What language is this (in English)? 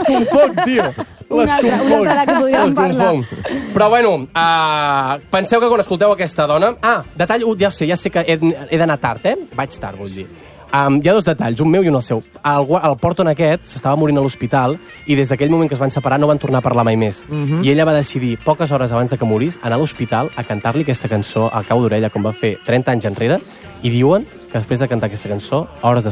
Catalan